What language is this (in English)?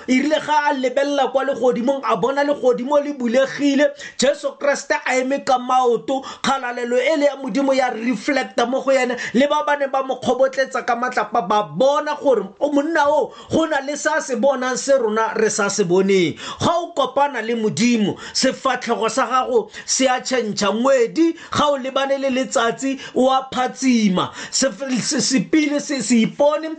Tswana